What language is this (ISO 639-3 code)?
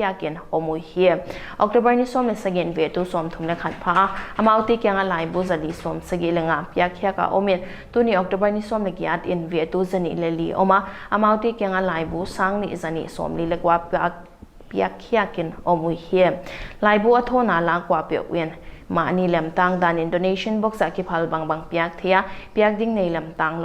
pck